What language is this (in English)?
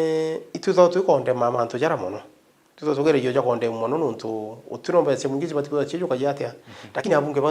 Meru